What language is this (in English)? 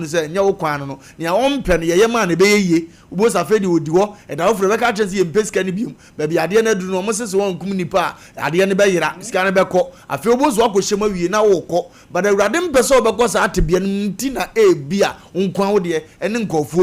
Akan